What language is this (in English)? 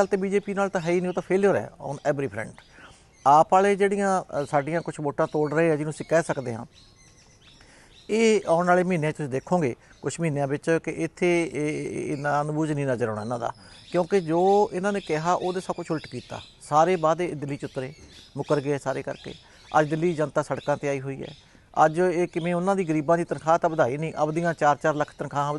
Punjabi